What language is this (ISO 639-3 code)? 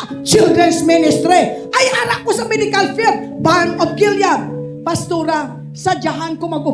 hil